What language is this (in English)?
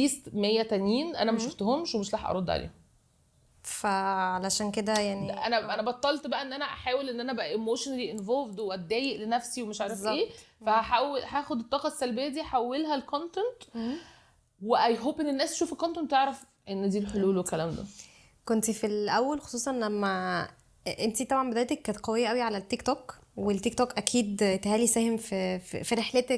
Egyptian Arabic